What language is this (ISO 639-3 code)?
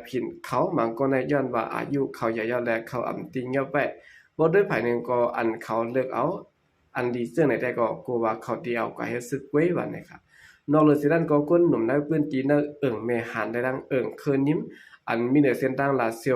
shn